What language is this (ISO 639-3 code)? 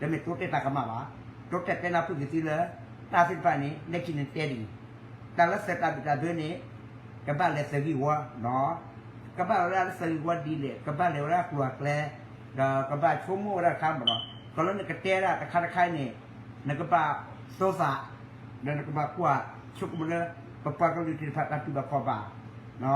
ksw